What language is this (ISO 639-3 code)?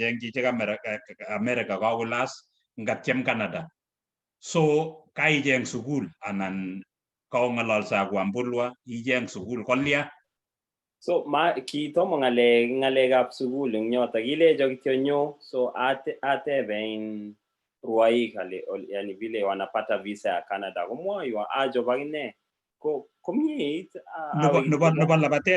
kln